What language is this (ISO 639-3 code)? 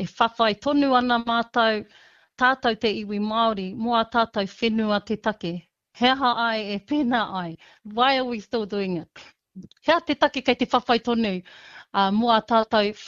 mri